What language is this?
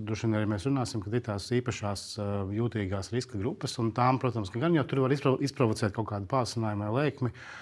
Latvian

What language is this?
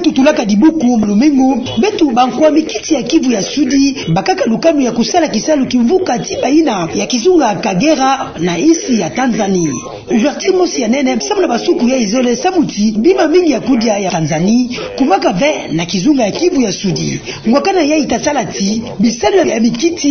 Kituba (Democratic Republic of Congo)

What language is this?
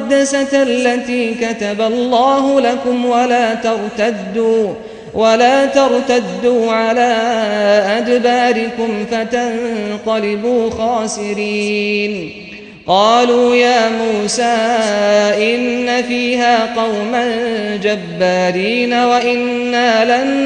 Arabic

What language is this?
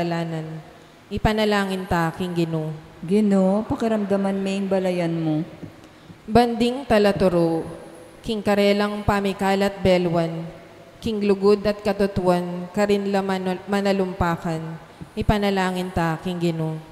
Pampanga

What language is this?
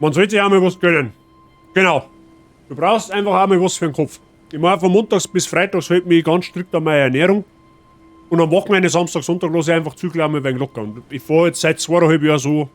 Bavarian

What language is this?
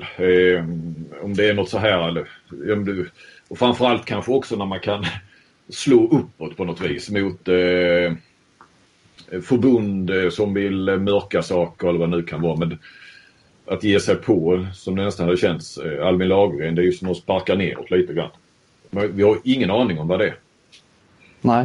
Swedish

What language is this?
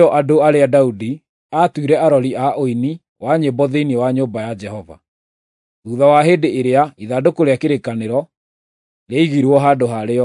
Kikuyu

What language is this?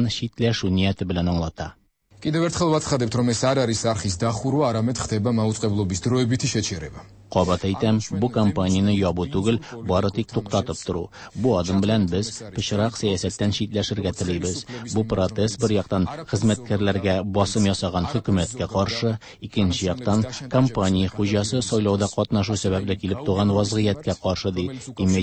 Tatar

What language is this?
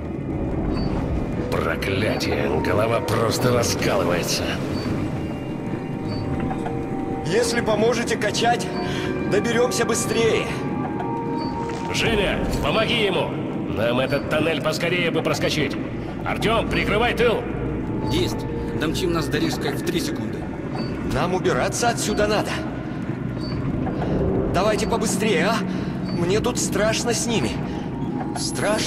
Russian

